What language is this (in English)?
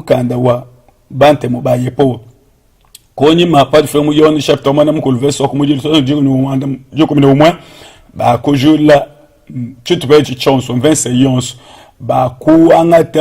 Luba-Lulua